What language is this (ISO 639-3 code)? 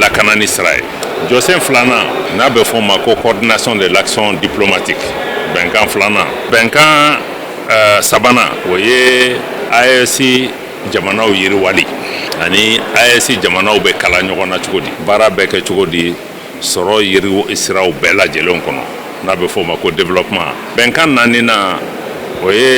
bam